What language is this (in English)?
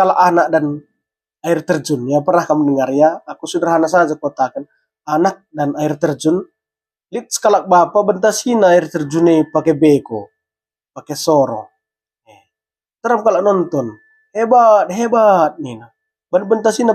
Batak Karo